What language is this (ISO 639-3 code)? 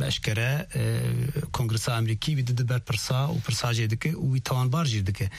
kur